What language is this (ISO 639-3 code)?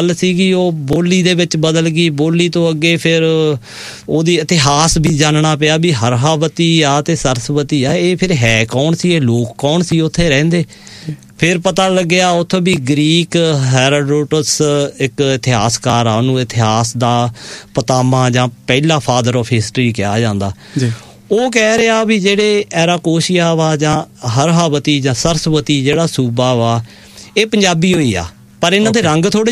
pan